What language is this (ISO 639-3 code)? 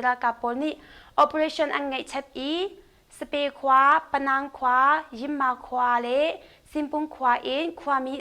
cnh